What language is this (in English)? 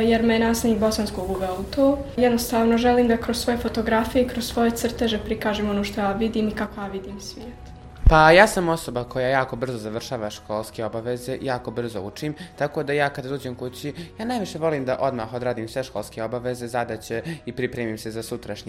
Bosnian